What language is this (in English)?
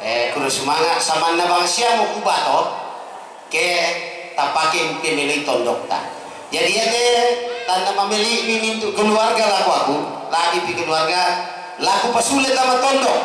Toraja-Sa'dan